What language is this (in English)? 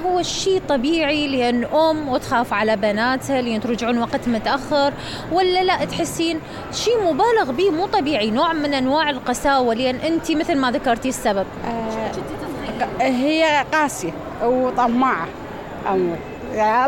Mesopotamian Arabic